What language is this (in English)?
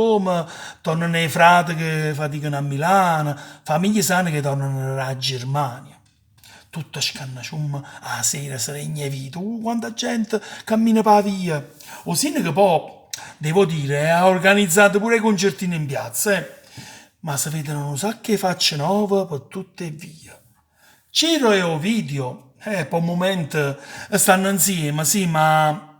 Neapolitan